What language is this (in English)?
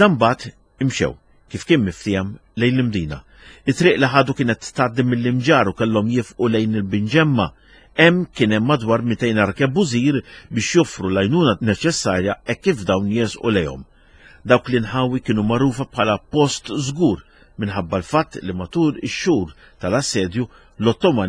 Maltese